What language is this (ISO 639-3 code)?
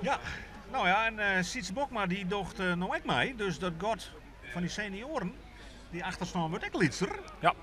fry